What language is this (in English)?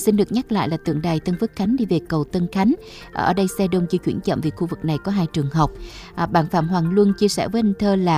Vietnamese